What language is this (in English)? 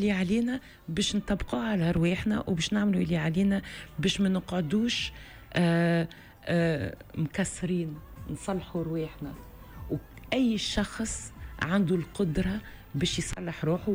Tunisian Arabic